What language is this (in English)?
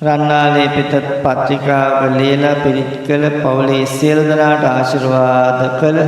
Sinhala